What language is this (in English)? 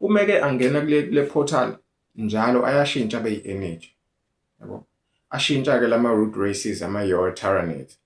Zulu